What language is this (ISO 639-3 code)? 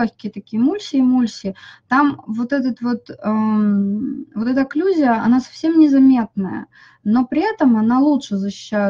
rus